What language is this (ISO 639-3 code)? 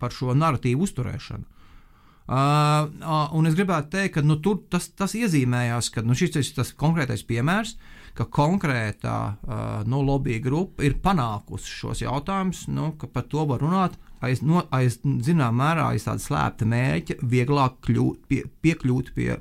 lav